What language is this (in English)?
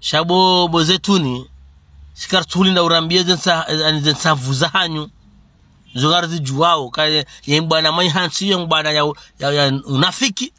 Ngazidja Comorian